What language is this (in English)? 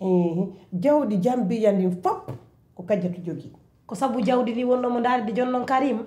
Pular